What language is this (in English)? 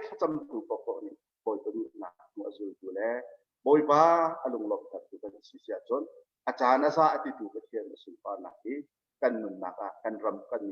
Hakha Chin